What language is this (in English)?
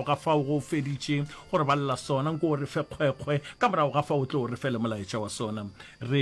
Northern Sotho